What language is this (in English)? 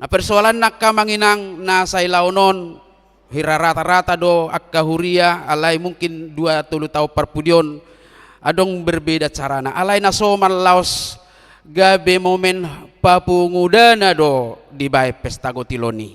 Batak Toba